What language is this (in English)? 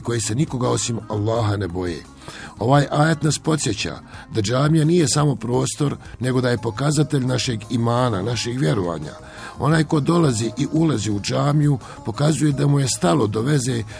Bosnian